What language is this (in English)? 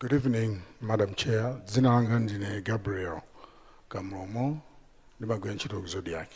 Nyanja